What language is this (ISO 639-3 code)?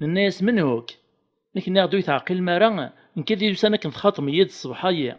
kab